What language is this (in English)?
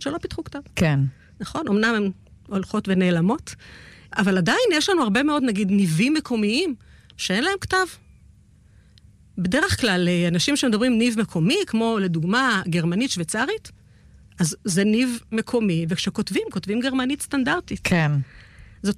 Hebrew